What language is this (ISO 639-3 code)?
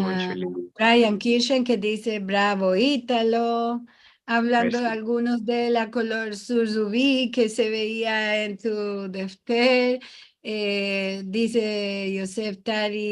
lad